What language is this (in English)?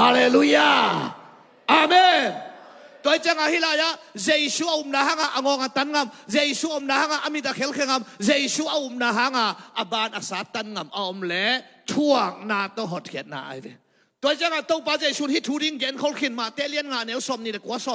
Tedim Chin